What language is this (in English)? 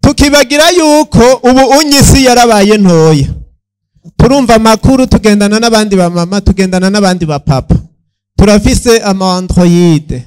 Rundi